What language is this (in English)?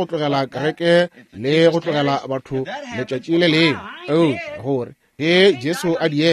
Northern Sotho